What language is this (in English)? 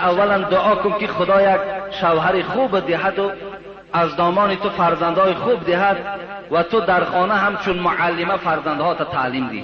Tajik